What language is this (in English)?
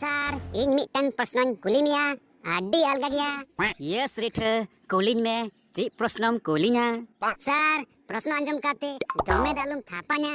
Santali